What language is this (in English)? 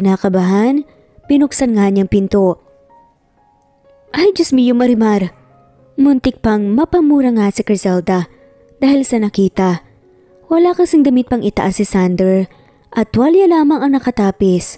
Filipino